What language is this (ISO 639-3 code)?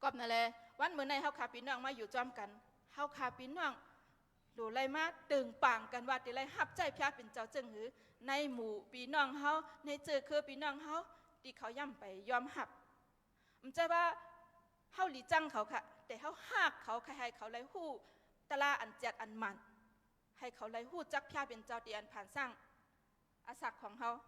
shn